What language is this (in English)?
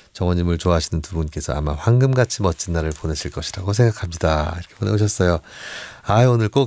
Korean